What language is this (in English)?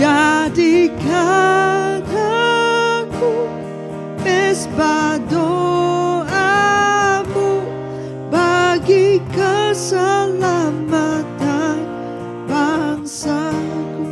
Iban